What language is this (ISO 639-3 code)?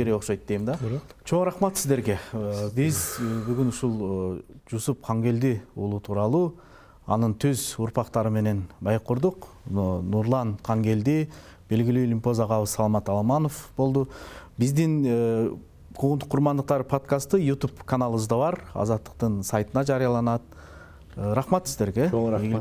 kir